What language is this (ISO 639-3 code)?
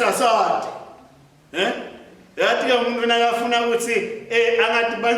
ssw